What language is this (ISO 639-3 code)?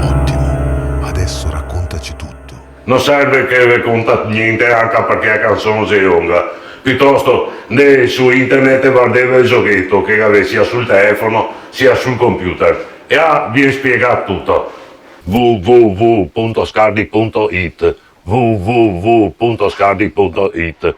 vec